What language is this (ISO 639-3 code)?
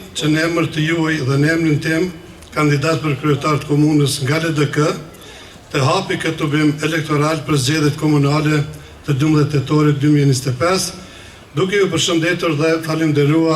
sqi